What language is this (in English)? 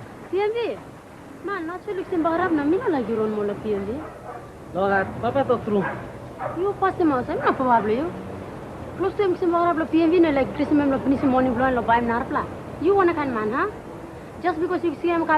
Tok Pisin